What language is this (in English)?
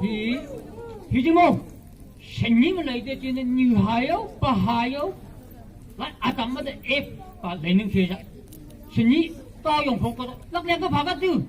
Phom Naga